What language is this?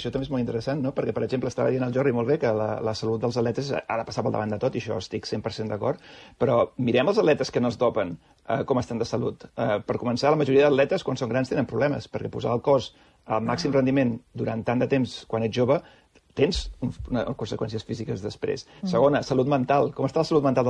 Catalan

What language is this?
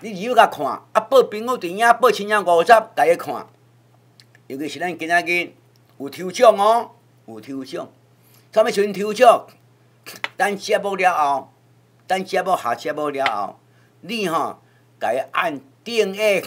Min Nan Chinese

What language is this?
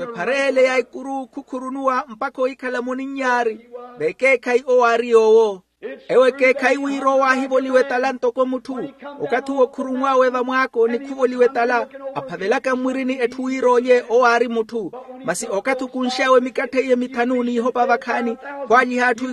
Makhuwa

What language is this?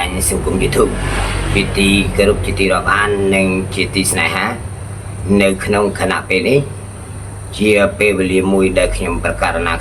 Khmer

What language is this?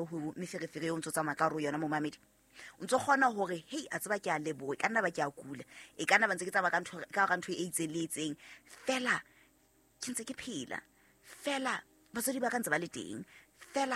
Southern Sotho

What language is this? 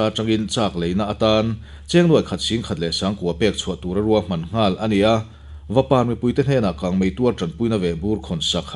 Mizo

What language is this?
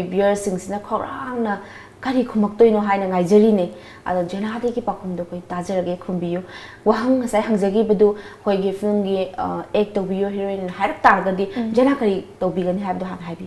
Manipuri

